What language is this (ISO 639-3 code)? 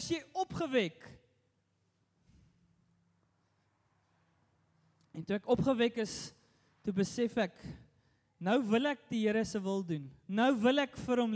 afr